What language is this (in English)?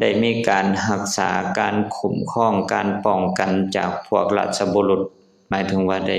Lao